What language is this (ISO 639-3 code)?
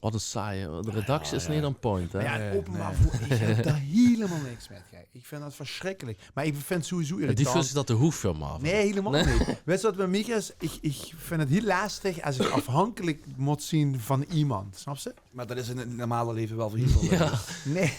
lim